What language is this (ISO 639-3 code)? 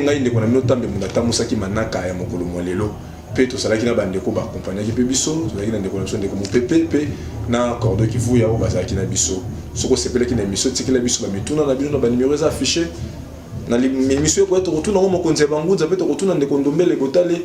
lin